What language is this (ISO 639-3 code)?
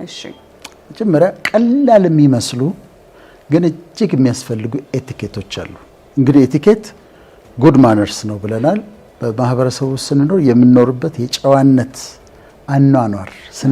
amh